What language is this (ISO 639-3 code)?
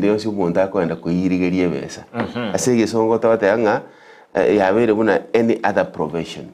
guz